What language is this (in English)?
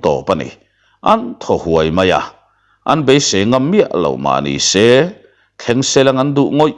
Mizo